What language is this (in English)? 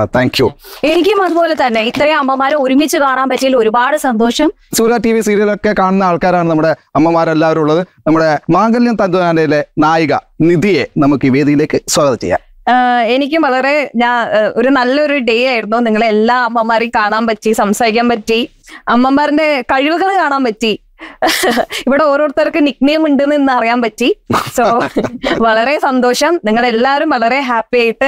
Malayalam